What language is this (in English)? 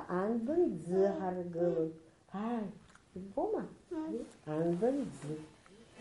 Abkhazian